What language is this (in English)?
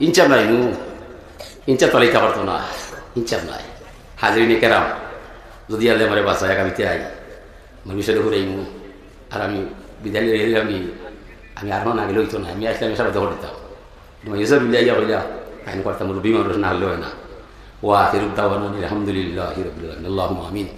Sylheti